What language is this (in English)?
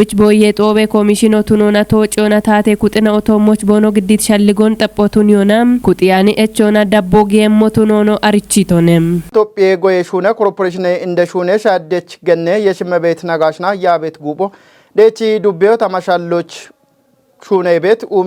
Kafa